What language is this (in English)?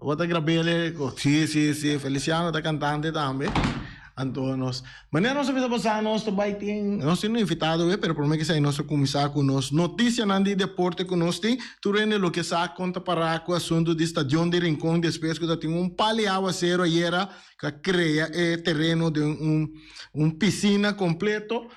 Papiamento